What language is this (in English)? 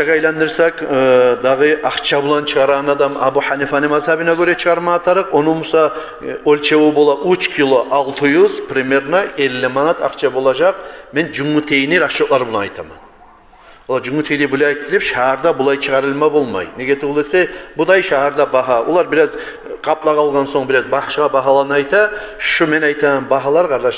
Kumyk